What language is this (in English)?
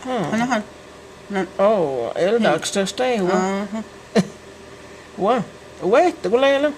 Cherokee